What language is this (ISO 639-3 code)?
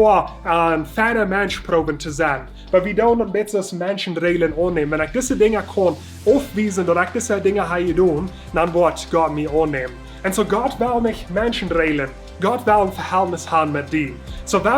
pdt